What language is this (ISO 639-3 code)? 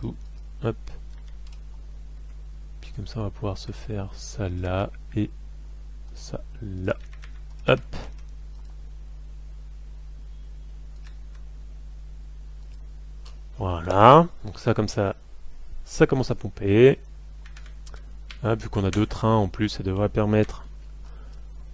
fra